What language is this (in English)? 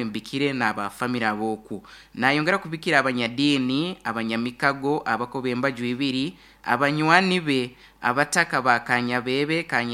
Nyoro